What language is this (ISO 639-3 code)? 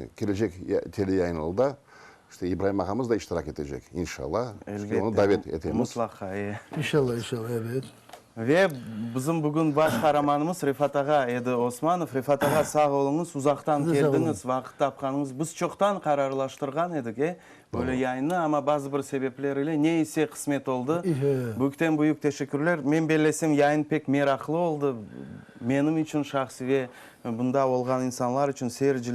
crh